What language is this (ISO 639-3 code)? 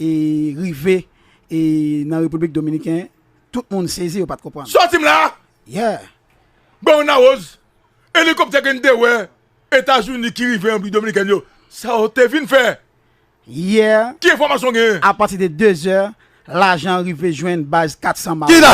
hat